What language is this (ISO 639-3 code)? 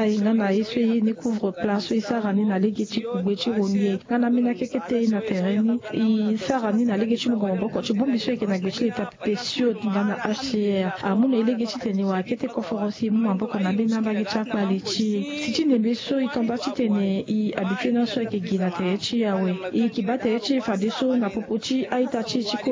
sag